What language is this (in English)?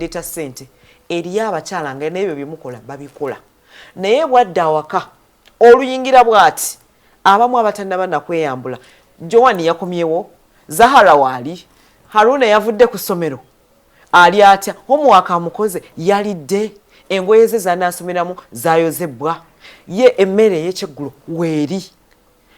Ganda